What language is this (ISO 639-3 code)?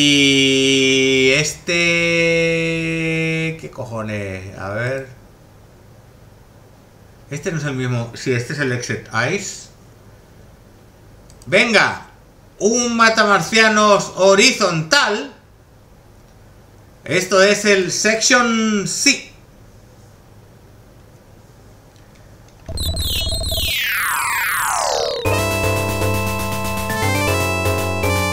spa